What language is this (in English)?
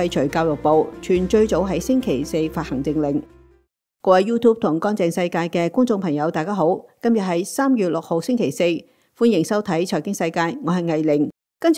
Cantonese